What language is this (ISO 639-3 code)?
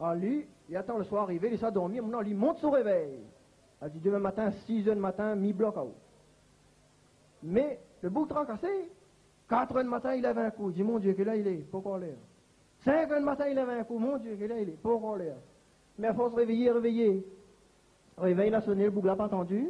rcf